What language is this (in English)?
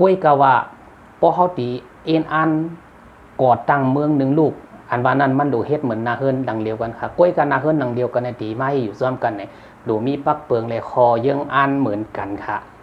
Shan